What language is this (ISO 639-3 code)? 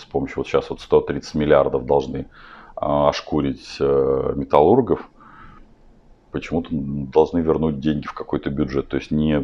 rus